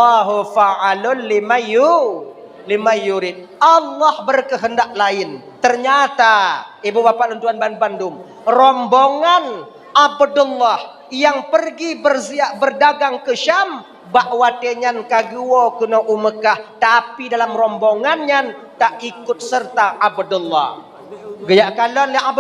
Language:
Achinese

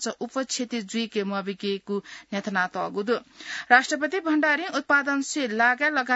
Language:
Newari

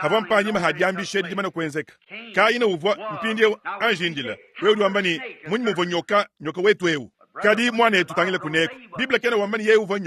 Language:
Luba-Lulua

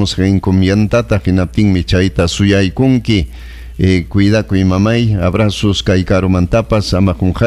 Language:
Ayacucho Quechua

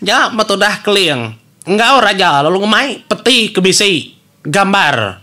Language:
Iban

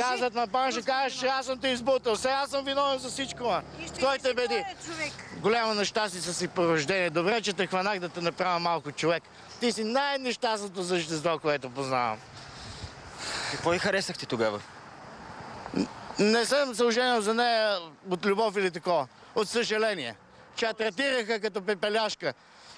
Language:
Bulgarian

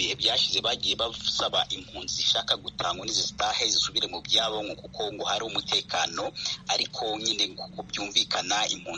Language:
Kinyarwanda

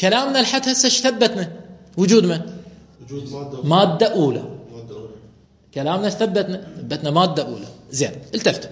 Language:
Mesopotamian Arabic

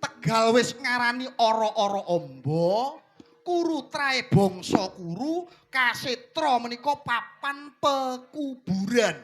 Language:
Javanese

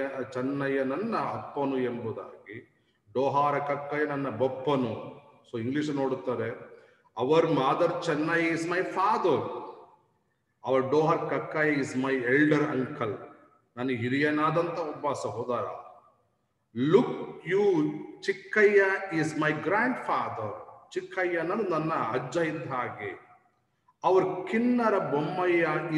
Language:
Kannada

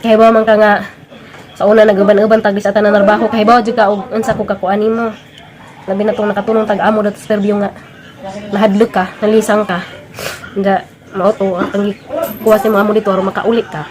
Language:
Cebuano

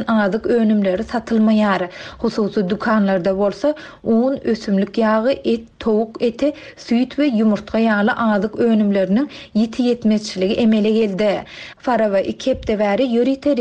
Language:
Turkmen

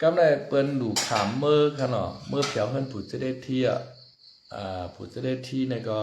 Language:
Shan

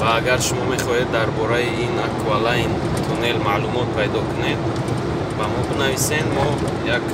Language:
Tajik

